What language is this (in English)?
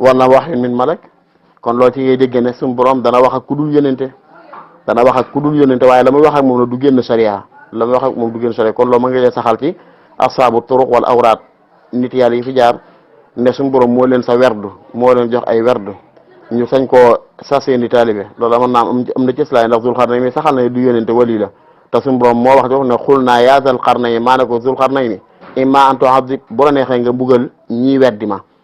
Wolof